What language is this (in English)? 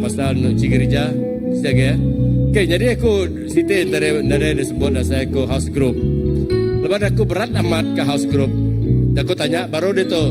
Iban